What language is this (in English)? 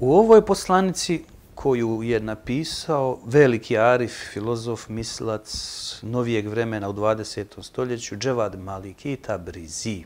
Bosnian